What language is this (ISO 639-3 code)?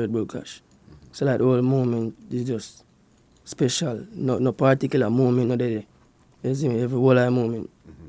jam